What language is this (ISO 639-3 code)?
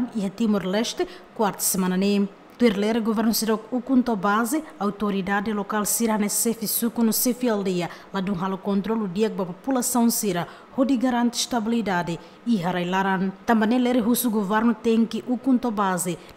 tet